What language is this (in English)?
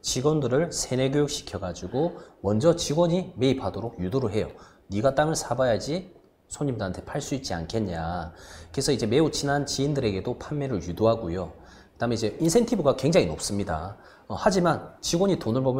Korean